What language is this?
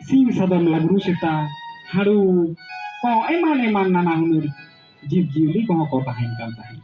Santali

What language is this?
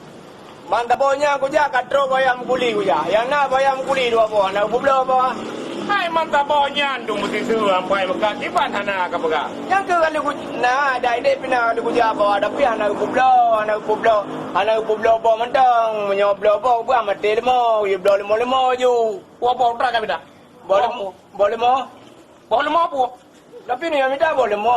Achinese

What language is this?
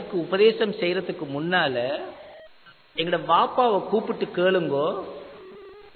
Tamil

